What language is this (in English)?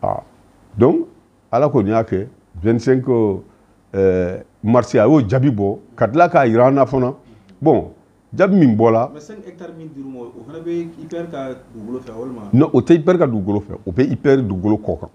Bambara